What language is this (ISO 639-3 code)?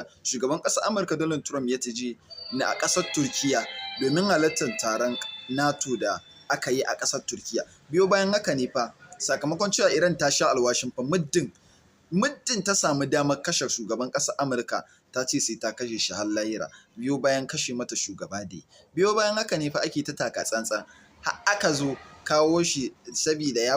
hau